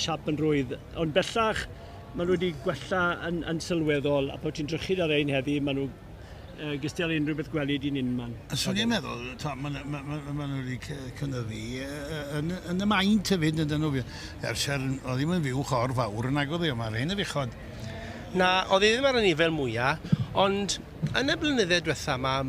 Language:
Welsh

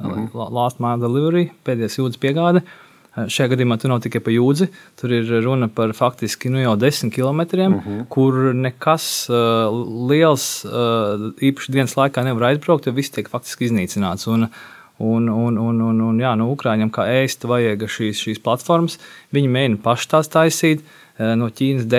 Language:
Latvian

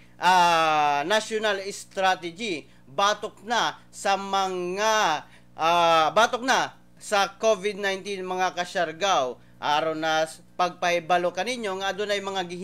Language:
Cebuano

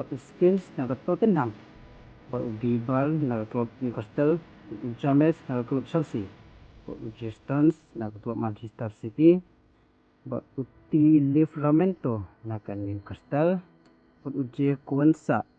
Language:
Khasi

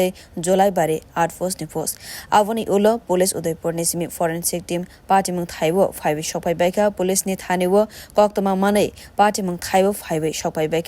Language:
Kok Borok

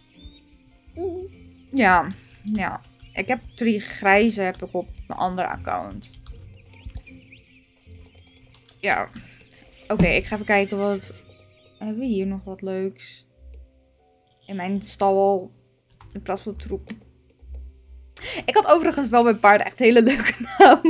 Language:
Dutch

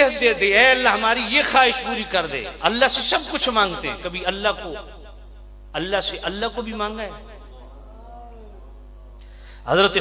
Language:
Urdu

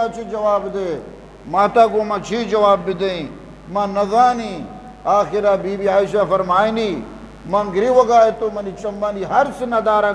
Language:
Eastern Balochi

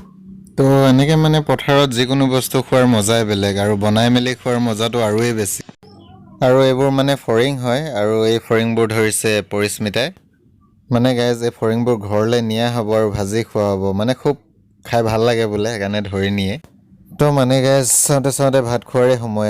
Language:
Assamese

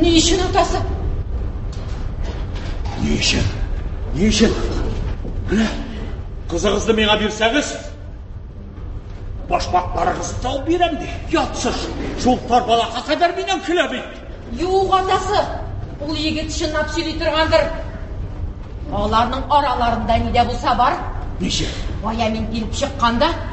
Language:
Tatar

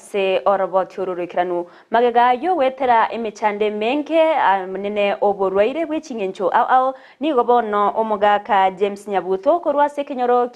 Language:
Gusii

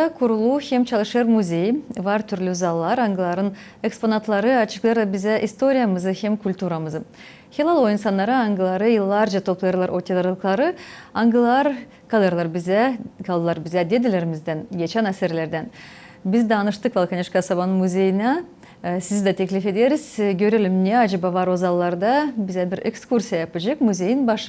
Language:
Gagauz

